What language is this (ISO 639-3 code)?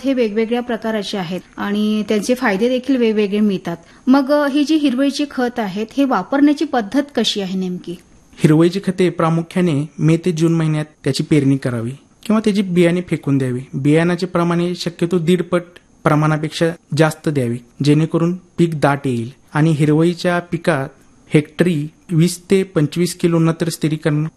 mar